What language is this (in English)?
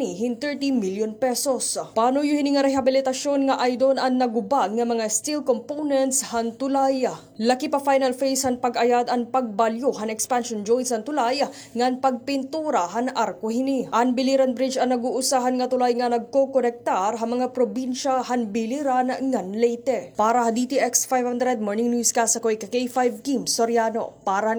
Waray